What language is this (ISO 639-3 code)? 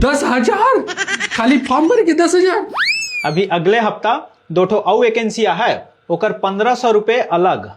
hne